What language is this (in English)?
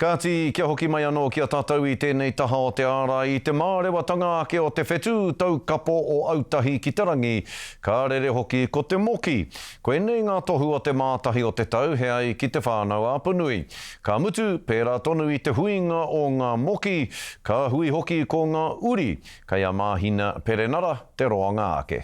Māori